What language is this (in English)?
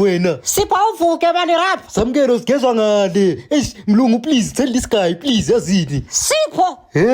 Zulu